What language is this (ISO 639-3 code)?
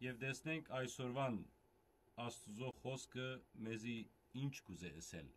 hyw